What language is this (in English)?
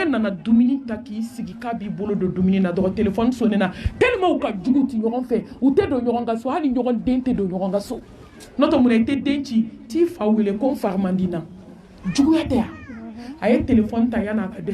Bambara